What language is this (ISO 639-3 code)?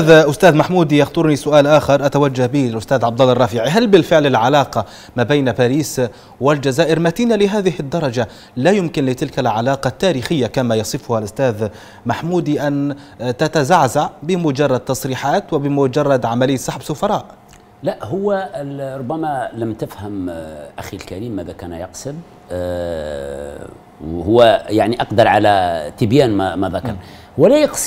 ara